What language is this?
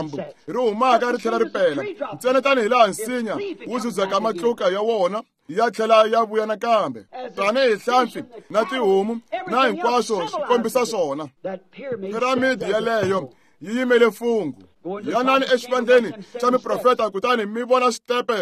Tsonga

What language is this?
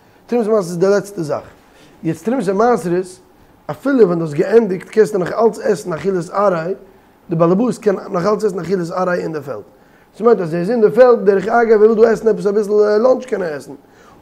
Yiddish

